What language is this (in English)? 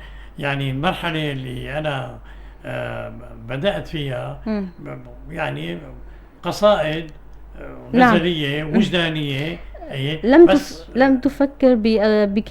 North Levantine Arabic